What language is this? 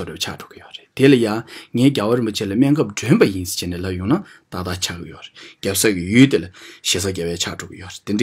Tibetan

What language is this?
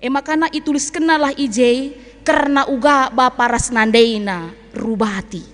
Batak Karo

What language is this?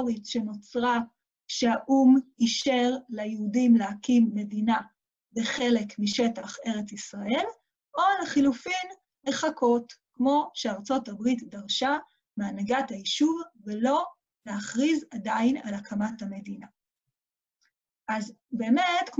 Hebrew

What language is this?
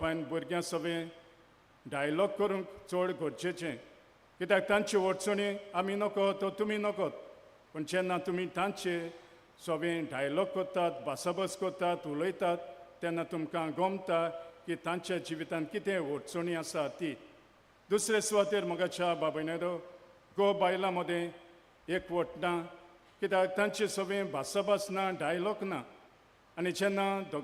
Konkani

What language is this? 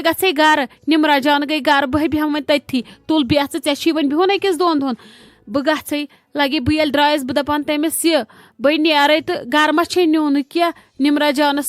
Kashmiri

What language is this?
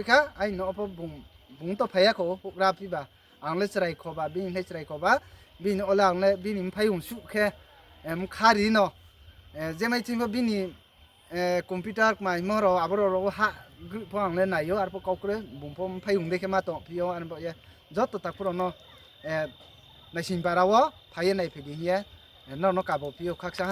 Riang (India)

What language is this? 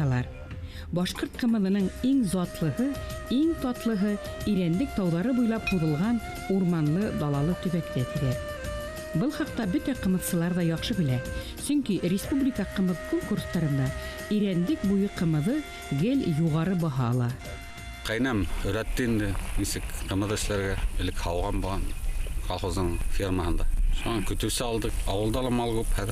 Bashkir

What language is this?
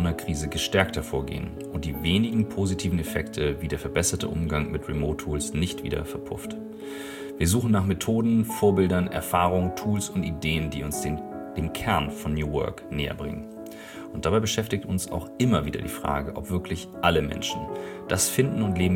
German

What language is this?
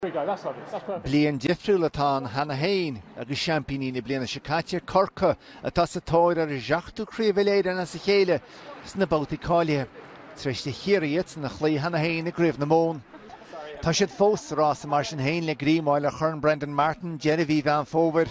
Irish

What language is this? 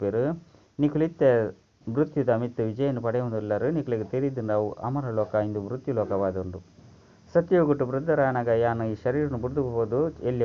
Tulu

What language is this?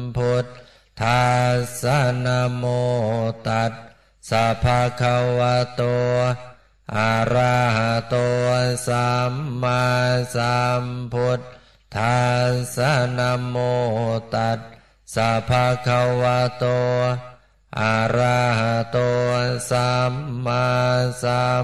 Pali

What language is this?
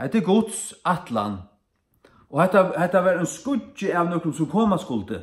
Faroese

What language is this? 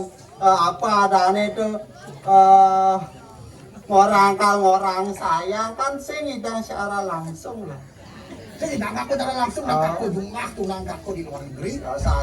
Balinese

